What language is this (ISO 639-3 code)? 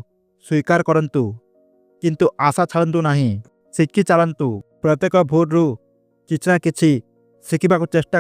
ori